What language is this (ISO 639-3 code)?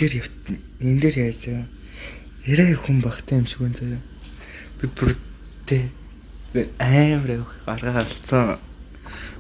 mon